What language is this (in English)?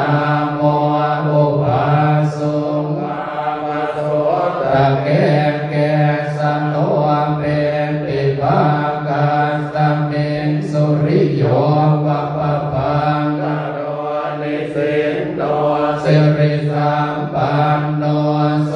Pali